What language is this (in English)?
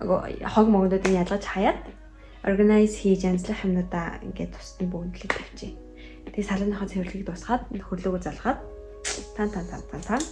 Mongolian